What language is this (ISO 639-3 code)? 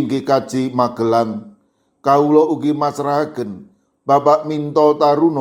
jav